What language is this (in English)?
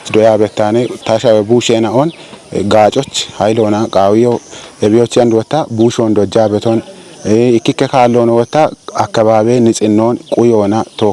Kafa